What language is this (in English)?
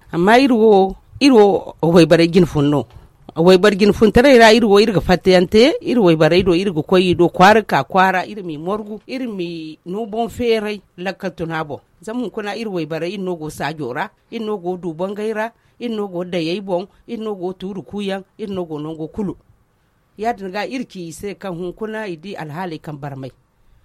Zarma